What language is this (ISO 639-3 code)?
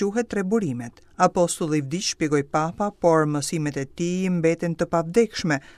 sqi